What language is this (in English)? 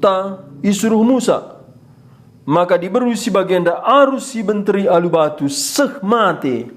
Batak Karo